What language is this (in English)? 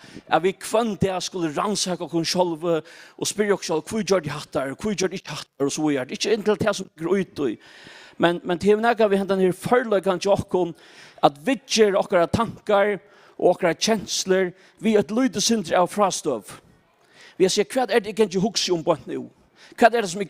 Faroese